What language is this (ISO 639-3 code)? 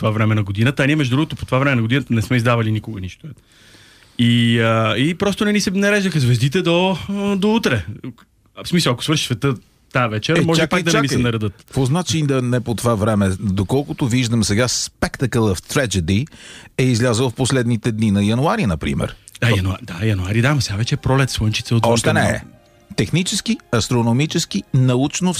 bul